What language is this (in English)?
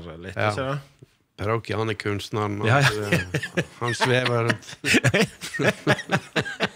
Norwegian